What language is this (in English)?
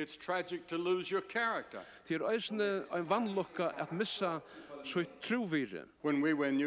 Faroese